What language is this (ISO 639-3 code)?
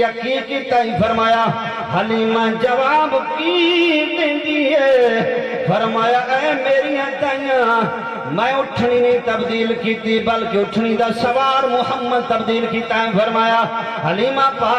skr